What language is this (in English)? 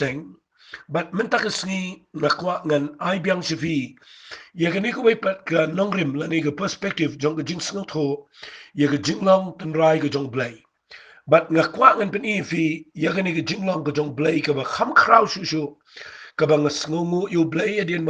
Khasi